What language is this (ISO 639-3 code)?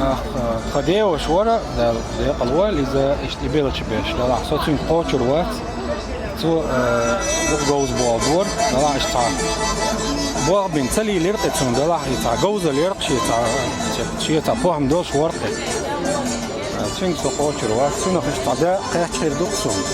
che